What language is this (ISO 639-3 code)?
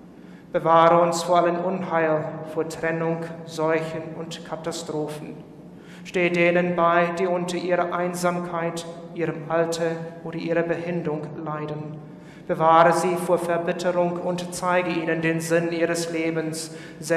deu